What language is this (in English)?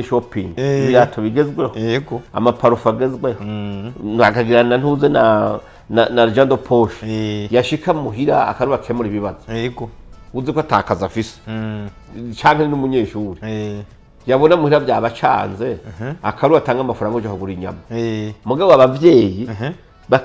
Rundi